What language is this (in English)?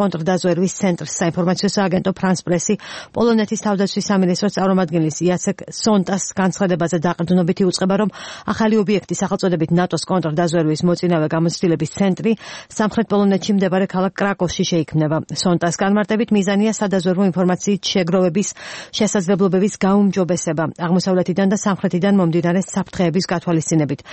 Georgian